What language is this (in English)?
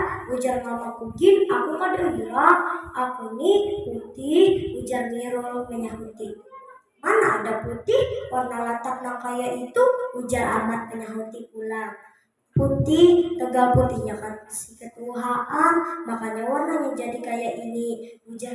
Banjar